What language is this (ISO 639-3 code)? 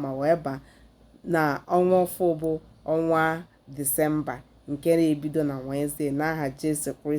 ibo